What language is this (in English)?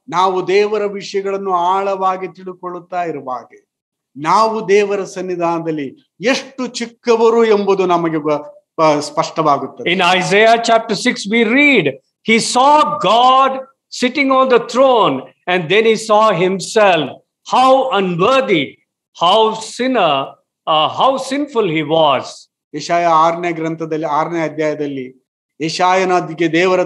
Kannada